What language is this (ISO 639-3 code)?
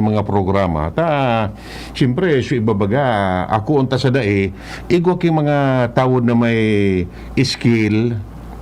bik